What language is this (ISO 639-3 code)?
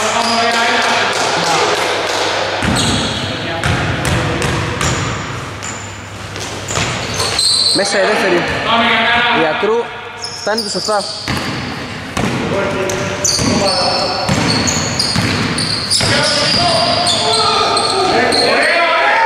ell